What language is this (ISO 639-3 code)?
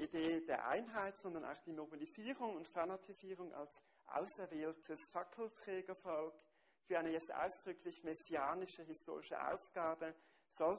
deu